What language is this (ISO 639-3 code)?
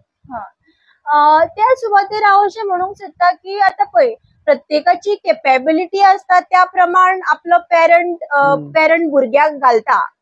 kok